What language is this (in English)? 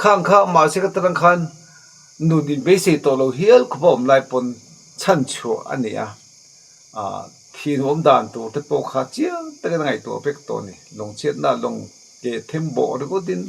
Mizo